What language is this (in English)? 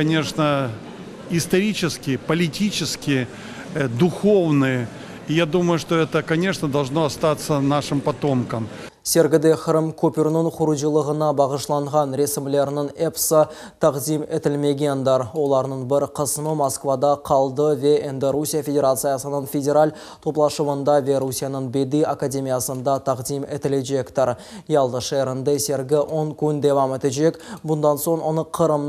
Crimean Tatar